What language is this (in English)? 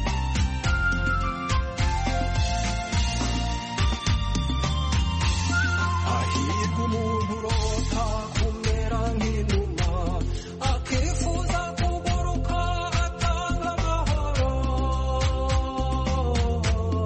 Kinyarwanda